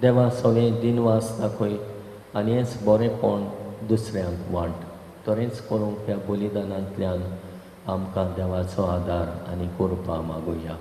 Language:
Konkani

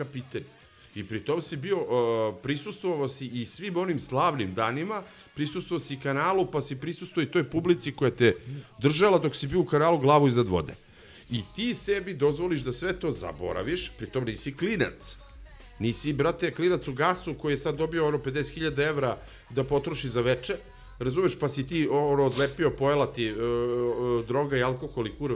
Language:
Serbian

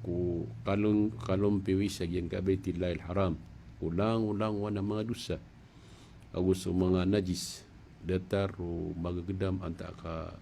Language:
Maranao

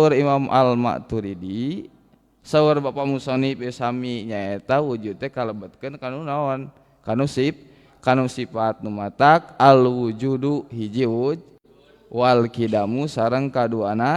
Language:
Sundanese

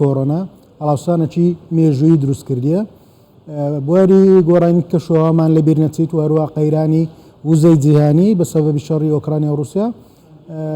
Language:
Central Kurdish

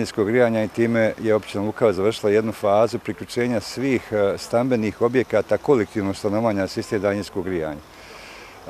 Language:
Bosnian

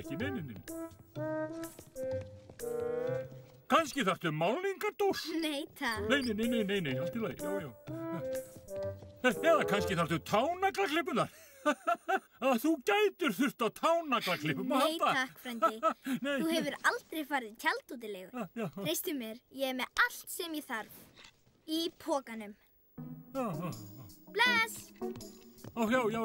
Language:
Icelandic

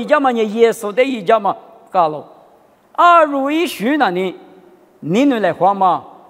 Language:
Lisu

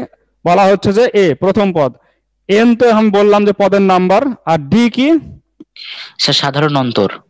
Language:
Bangla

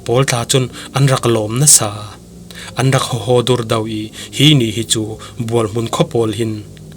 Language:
Falam Chin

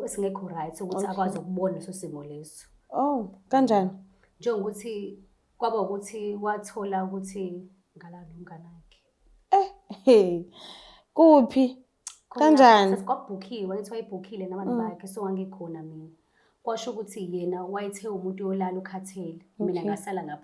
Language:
Zulu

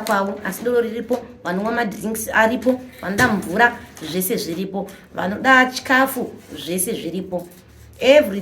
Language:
Shona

